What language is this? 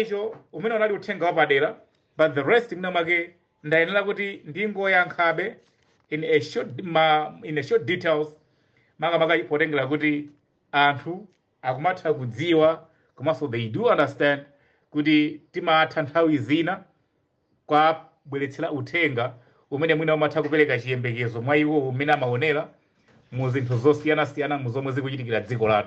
Nyanja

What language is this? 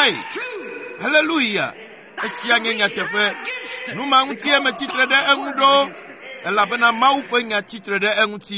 Ewe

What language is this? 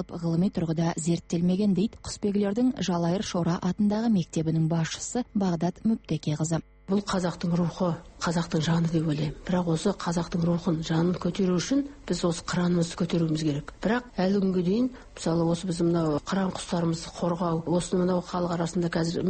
Kazakh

